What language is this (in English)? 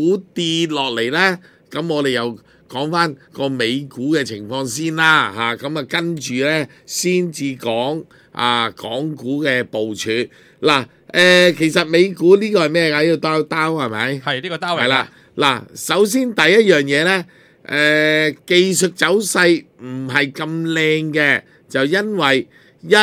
Cantonese